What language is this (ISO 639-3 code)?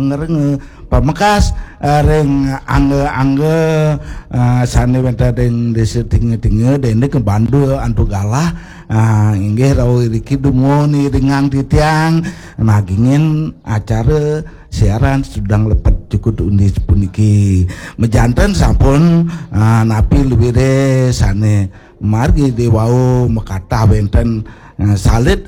ban